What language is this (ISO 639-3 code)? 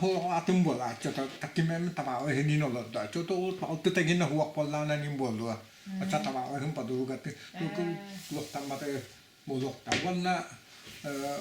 sah